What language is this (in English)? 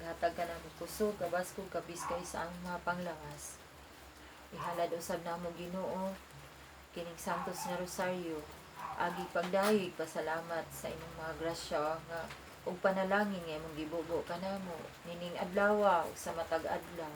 Cebuano